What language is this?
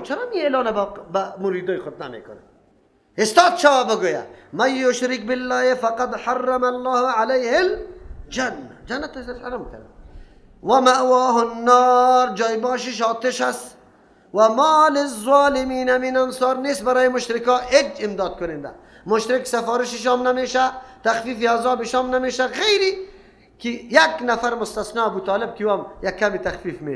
Persian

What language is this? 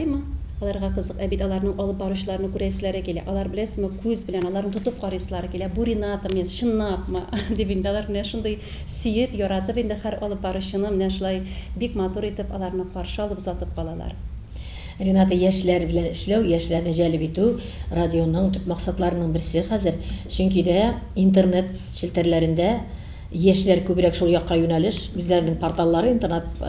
Tatar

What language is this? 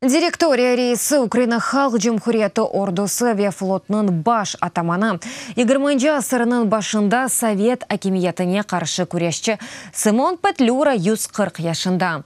Crimean Tatar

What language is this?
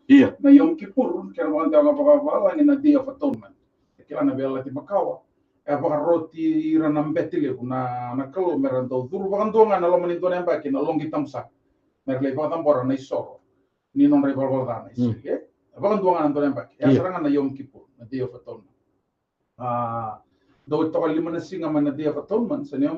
Fijian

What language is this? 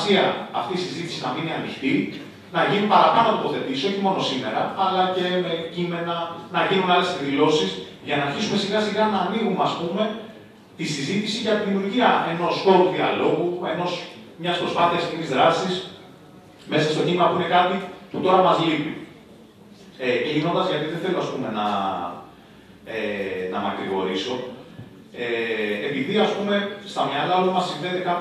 Greek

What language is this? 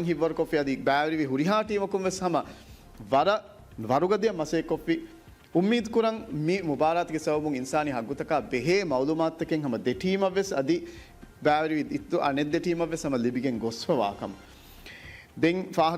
Divehi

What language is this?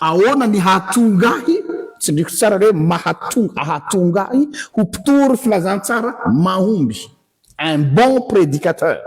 Malagasy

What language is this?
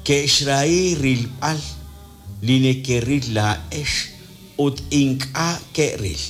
Kekchí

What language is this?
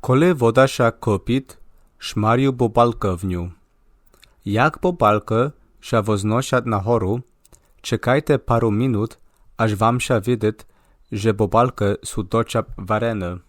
Rusyn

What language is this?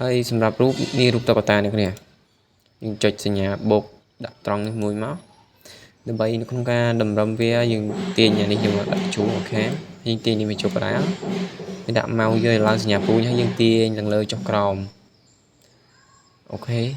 Khmer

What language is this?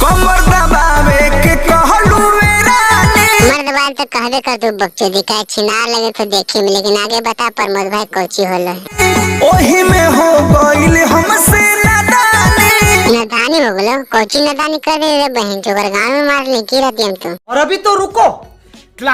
Magahi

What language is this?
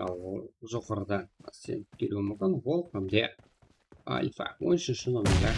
Kara-Kalpak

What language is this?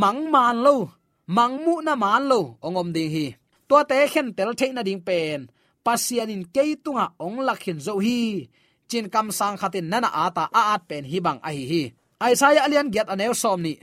Tedim Chin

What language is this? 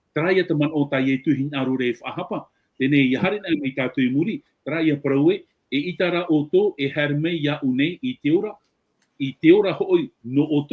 Tahitian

